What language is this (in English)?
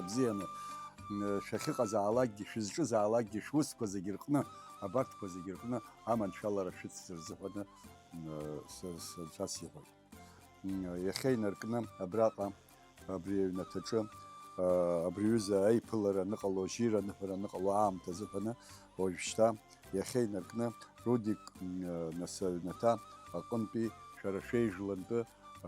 Abkhazian